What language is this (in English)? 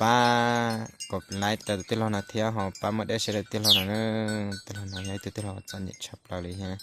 Hmong